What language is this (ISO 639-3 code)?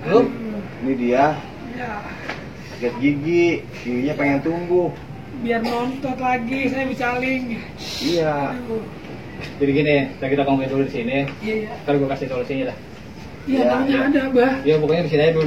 bew